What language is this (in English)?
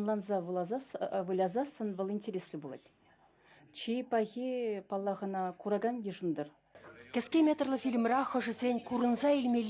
Chuvash